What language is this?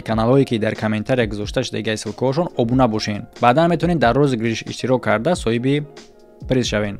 Tajik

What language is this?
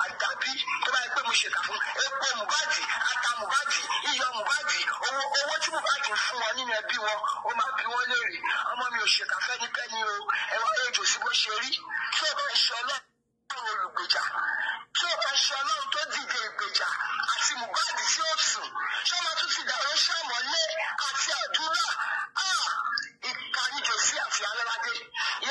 Nigerian Pidgin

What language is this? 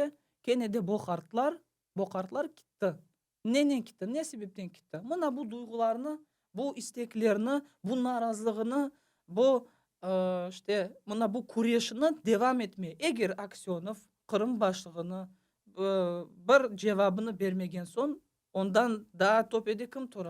Crimean Tatar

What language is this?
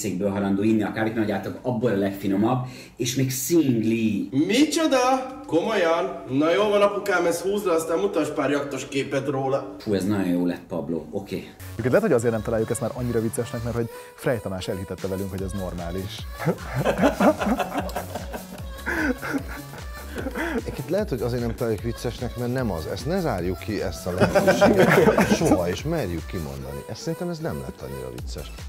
Hungarian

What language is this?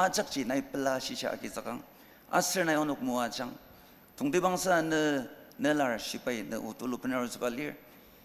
Ao Naga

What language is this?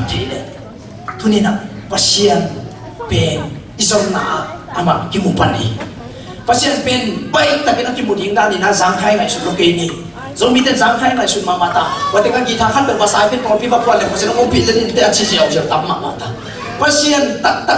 Tedim Chin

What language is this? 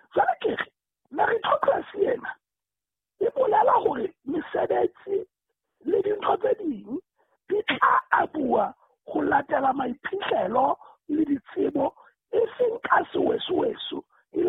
Southern Sotho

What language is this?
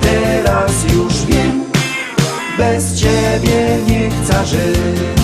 Silesian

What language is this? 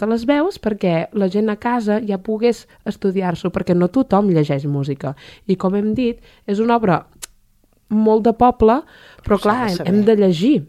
Catalan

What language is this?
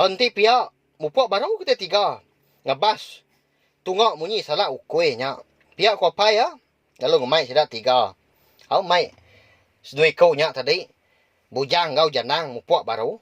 Iban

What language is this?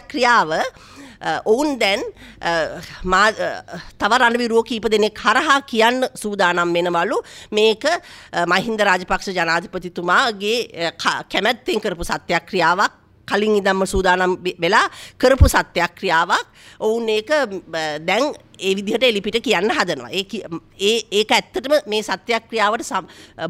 Sinhala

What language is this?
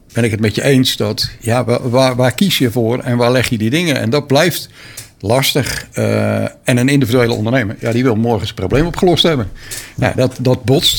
Dutch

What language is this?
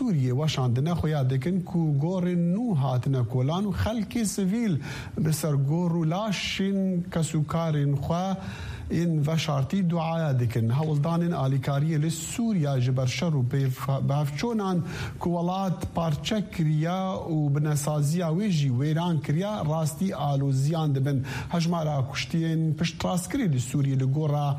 Kurdish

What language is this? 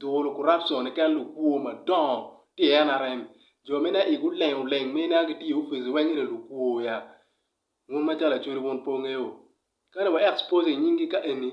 Acoli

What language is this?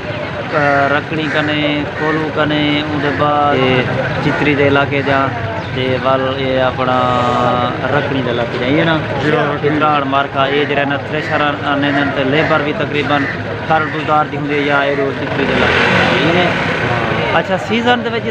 Saraiki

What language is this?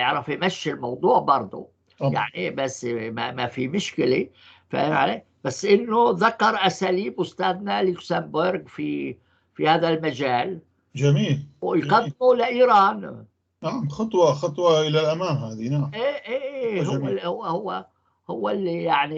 North Levantine Arabic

